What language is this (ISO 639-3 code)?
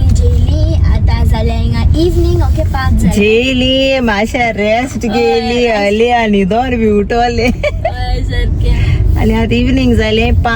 kok